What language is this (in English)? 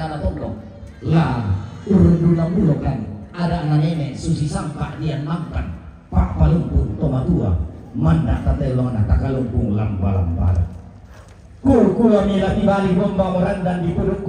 Toraja-Sa'dan